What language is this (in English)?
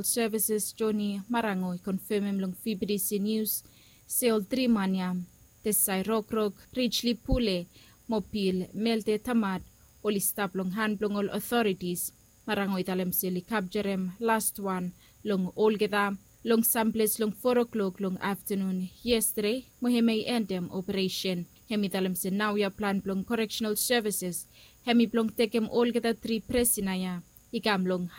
Bislama